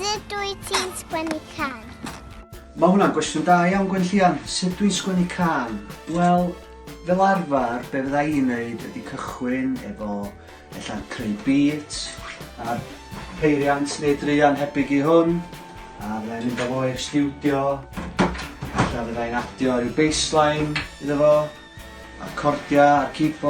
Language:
Welsh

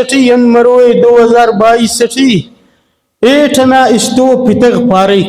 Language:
Brahui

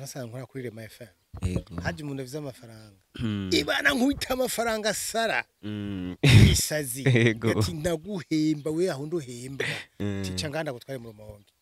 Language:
Rundi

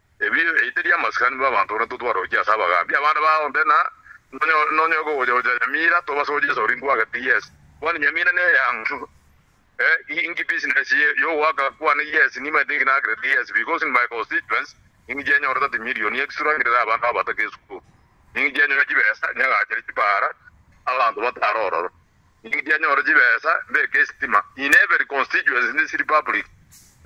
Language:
Gusii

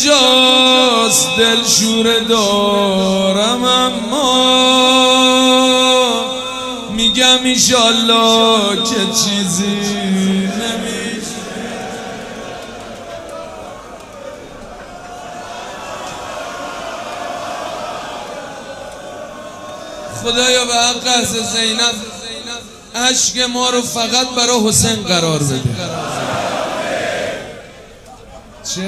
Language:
Persian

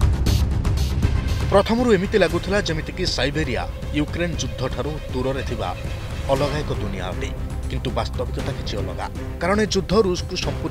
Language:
Odia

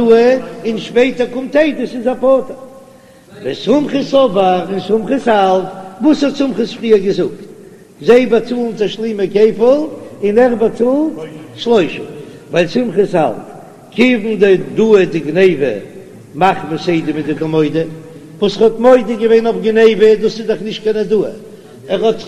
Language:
Yiddish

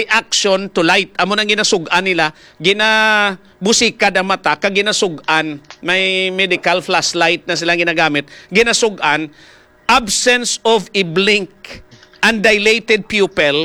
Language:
Hiligaynon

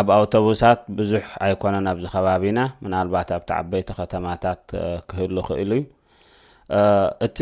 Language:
Tigrinya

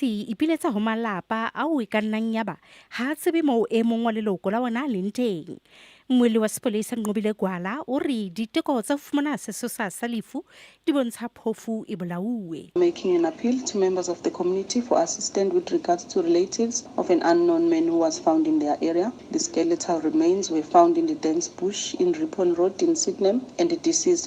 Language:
Southern Sotho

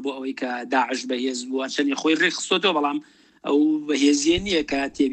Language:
Central Kurdish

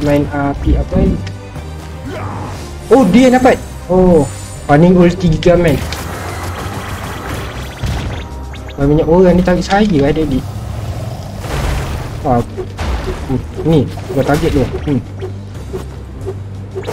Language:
Malay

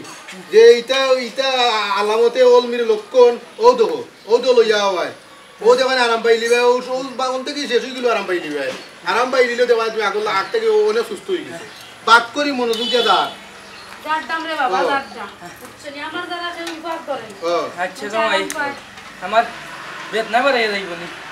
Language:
Sylheti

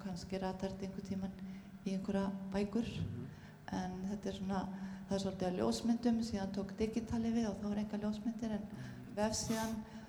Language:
Icelandic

